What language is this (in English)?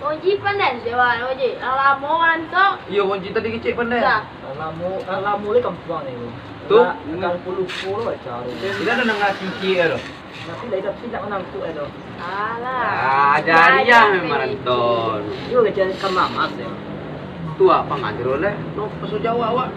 Minangkabau